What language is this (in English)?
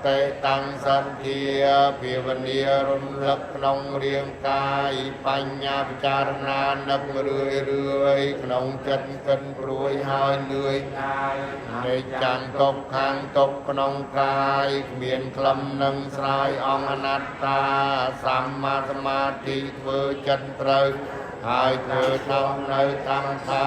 Khmer